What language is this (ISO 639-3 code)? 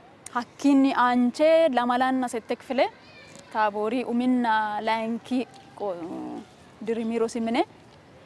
sid